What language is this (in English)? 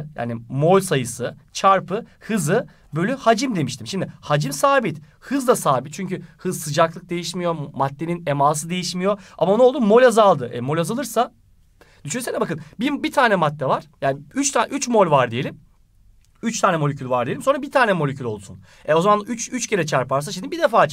Turkish